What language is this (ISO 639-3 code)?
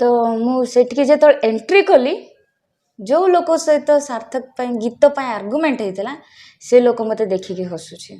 ori